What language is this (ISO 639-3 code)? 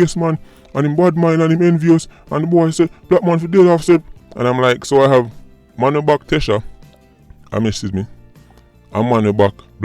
jam